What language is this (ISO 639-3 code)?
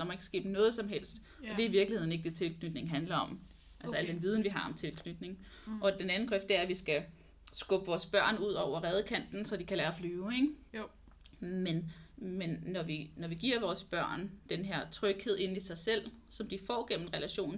dan